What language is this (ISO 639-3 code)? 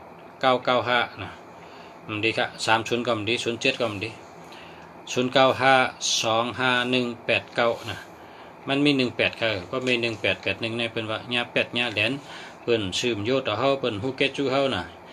shn